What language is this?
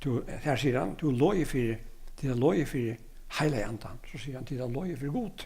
Faroese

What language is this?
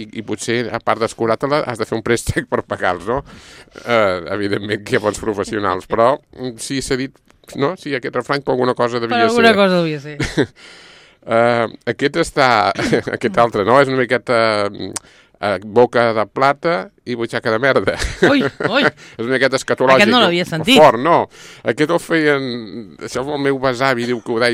Catalan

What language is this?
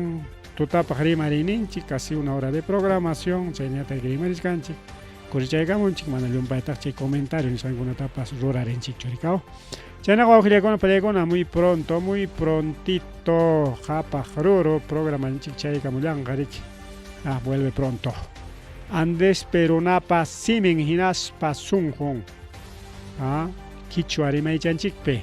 Ayacucho Quechua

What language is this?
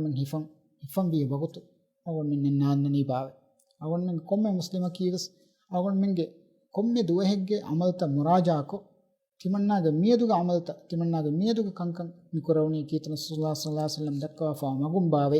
Divehi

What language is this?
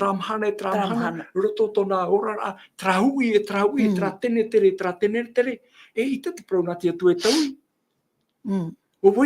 Tahitian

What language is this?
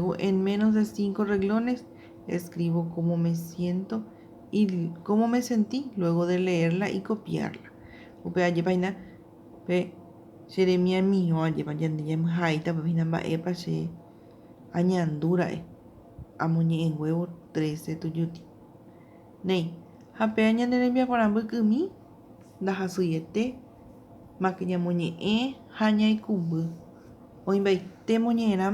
Guarani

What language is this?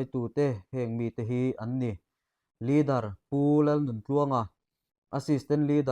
Mizo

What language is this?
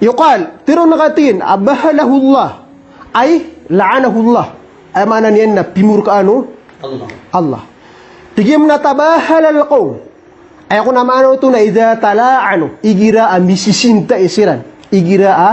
Maranao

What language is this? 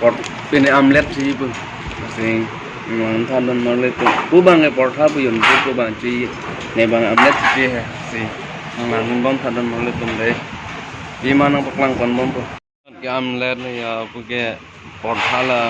Karbi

